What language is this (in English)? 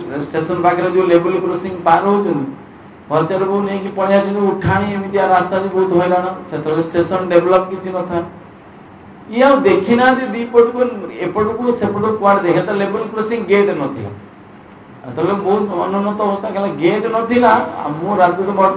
Odia